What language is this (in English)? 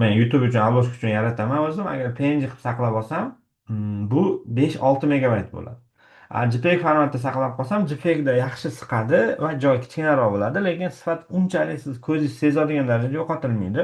Uzbek